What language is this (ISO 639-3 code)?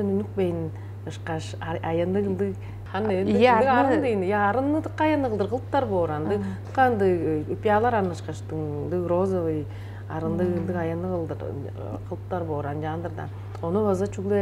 tyv